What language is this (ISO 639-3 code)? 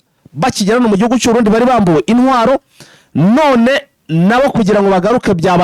kin